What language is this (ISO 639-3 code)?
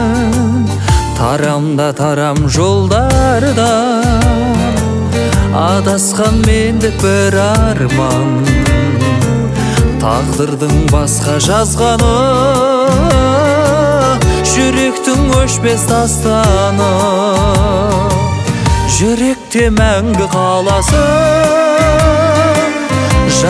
kaz